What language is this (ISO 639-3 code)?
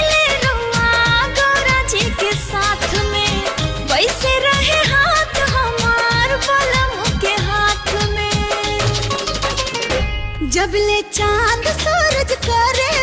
bho